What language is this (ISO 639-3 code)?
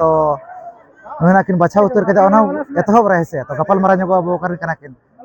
sat